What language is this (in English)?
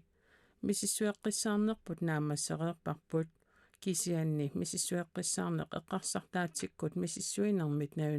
Kalaallisut